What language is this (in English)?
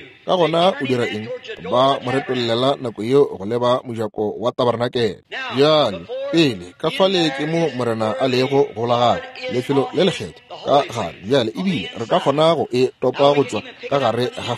Northern Sotho